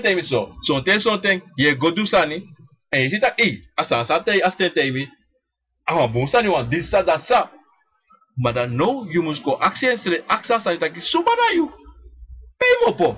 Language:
Sranan Tongo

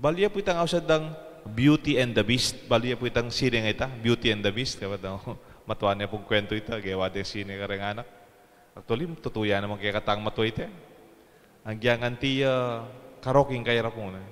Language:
Pampanga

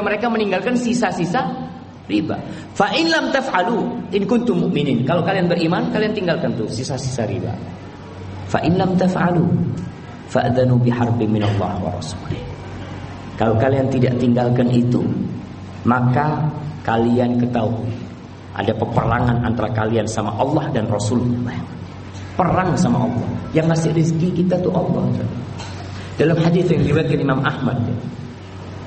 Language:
Indonesian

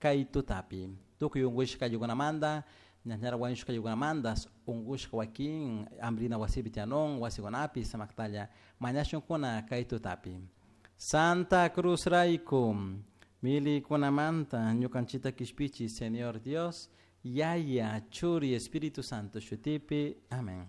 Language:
Chimborazo Highland Quichua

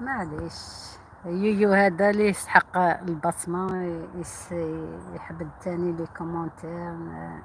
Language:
Algerian Arabic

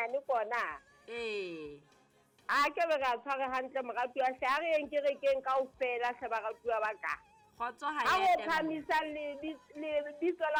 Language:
Southern Sotho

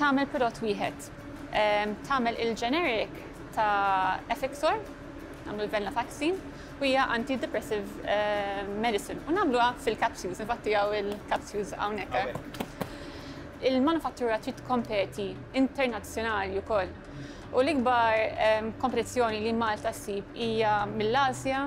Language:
Maltese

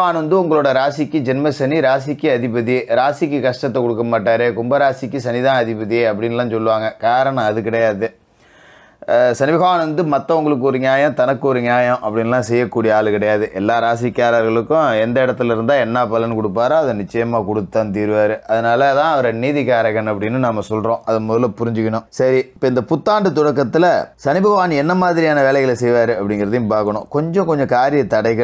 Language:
Tamil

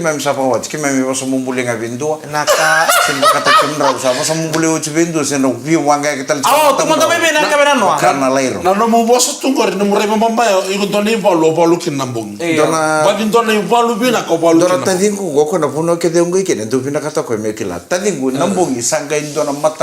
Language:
Fijian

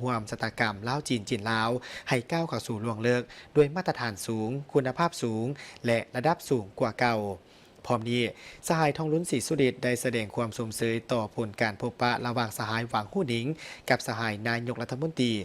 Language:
Lao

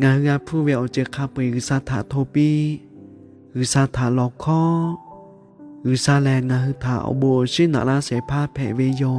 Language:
Lahu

